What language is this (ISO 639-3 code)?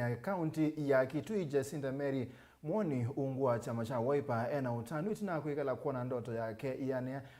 kam